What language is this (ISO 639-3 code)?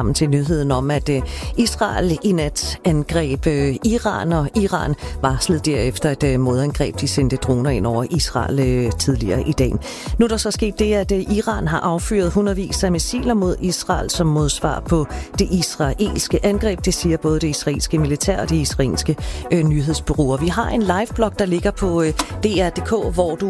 dan